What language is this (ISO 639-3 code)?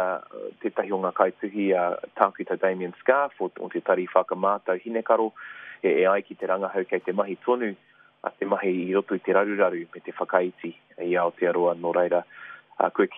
mri